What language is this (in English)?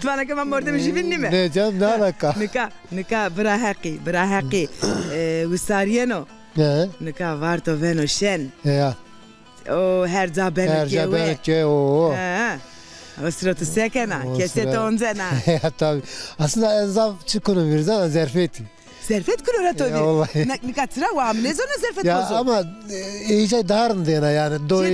Zaza